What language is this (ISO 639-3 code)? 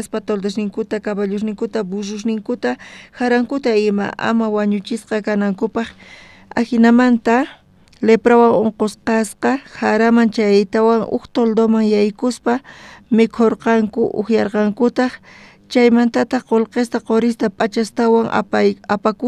quh